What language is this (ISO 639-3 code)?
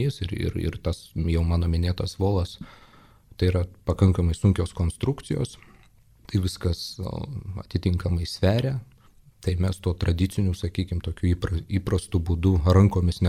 lit